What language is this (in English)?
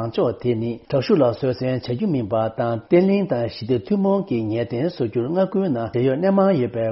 Tibetan